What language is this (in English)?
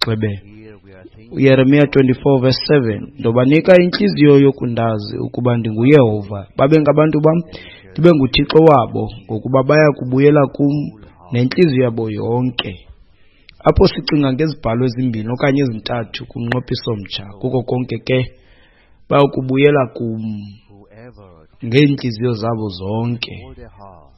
Xhosa